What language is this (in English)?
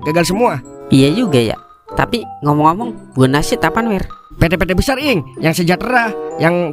Betawi